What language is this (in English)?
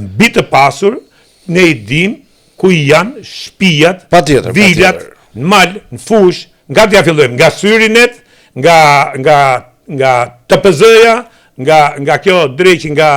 Albanian